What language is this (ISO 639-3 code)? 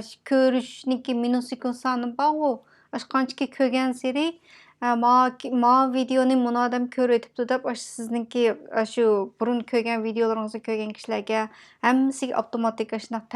uig